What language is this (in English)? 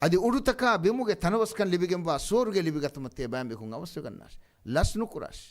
Divehi